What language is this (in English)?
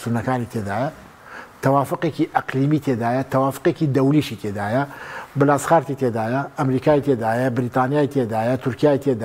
Central Kurdish